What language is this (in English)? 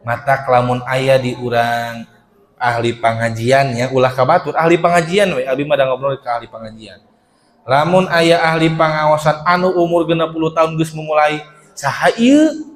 Sundanese